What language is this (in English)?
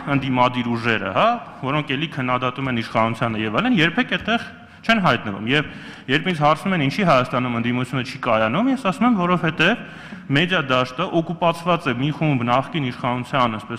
Armenian